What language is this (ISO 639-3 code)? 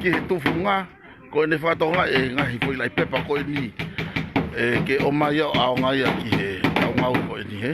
ton